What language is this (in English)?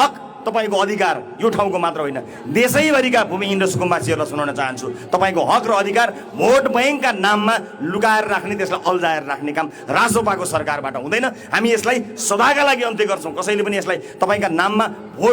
Nepali